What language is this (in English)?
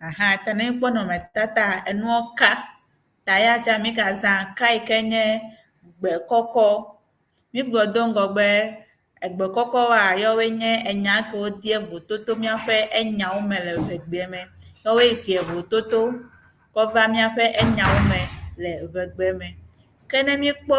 Ewe